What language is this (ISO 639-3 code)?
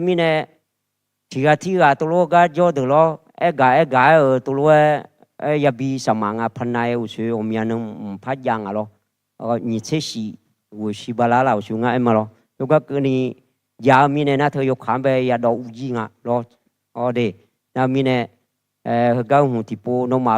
ahk